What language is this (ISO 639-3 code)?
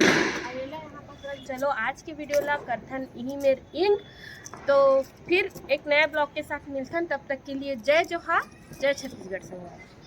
hne